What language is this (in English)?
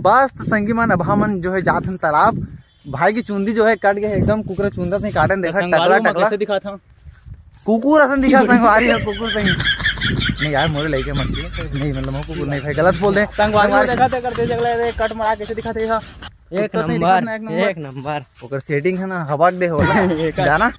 Chhattisgarhi